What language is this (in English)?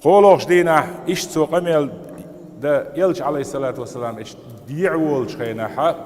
Chechen